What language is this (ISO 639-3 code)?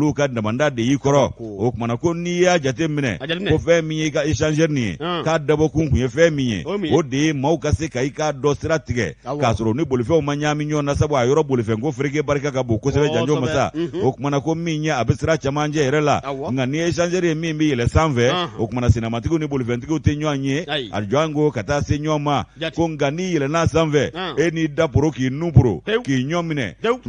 bam